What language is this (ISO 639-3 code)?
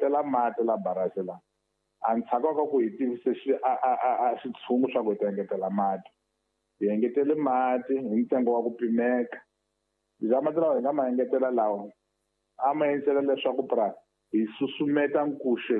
tso